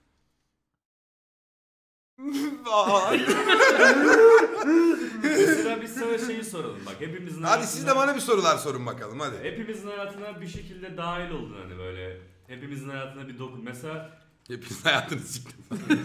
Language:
Turkish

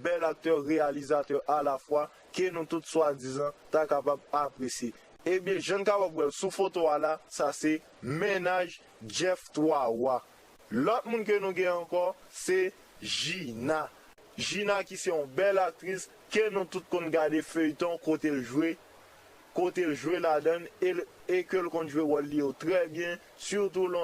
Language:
Haitian Creole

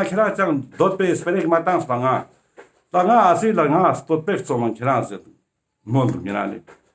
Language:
Ladakhi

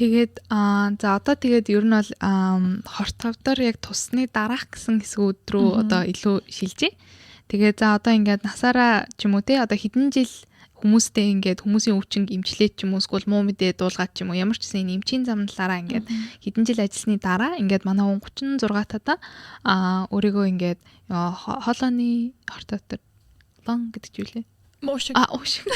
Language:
Mongolian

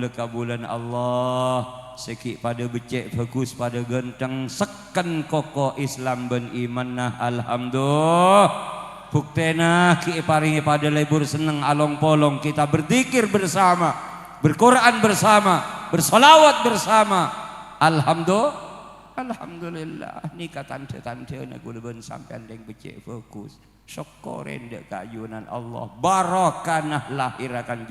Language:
Madurese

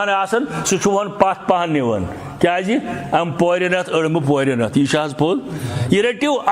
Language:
Kashmiri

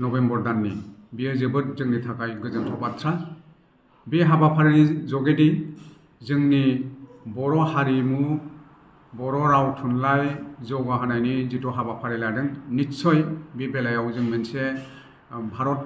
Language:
Bodo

